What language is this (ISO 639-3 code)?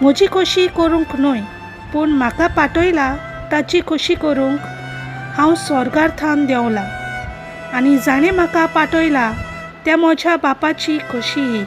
kok